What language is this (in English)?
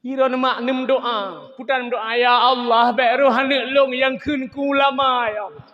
Achinese